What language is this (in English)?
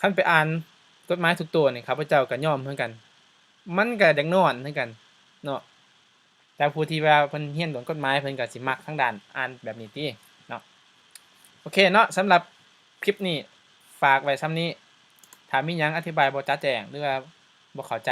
Lao